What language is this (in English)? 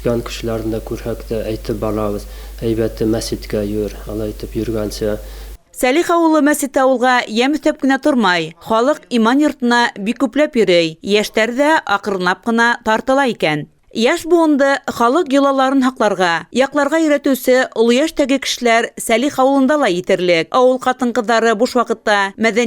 Bashkir